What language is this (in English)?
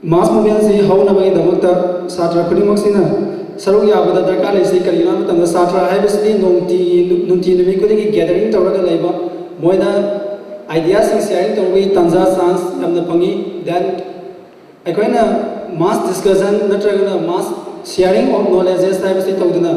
Manipuri